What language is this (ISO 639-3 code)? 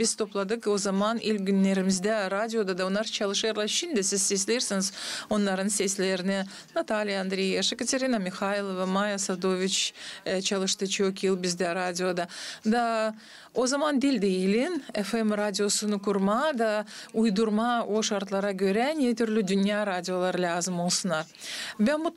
gag